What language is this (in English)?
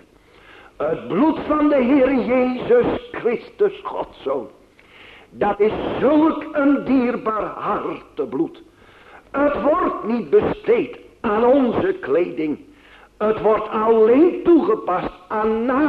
Dutch